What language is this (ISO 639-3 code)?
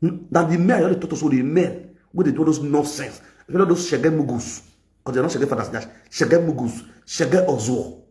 pcm